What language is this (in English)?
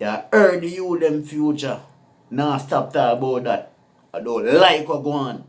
Jamaican Creole English